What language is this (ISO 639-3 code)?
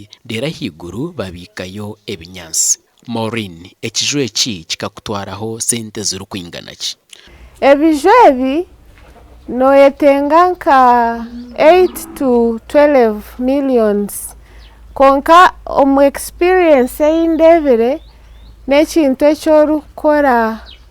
nyn